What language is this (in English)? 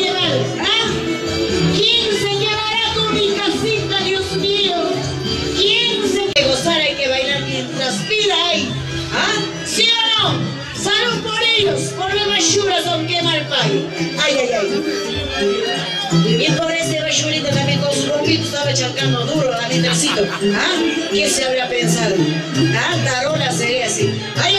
Spanish